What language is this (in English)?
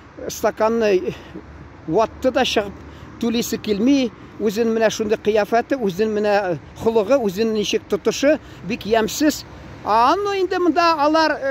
Tatar